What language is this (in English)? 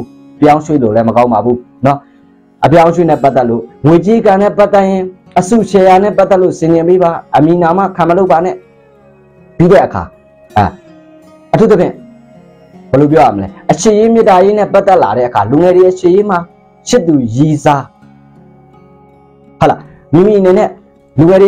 Burmese